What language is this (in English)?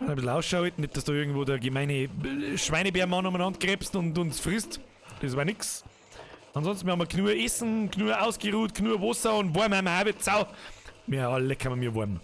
Bavarian